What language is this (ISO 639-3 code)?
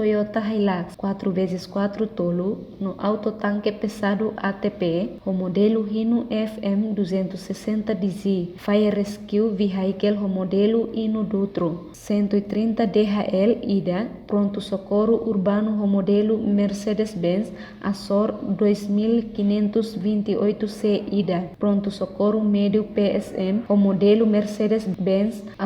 tet